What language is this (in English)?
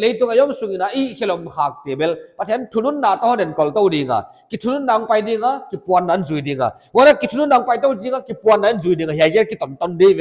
Paite Chin